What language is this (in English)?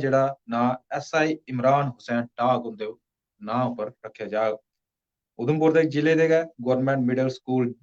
Dogri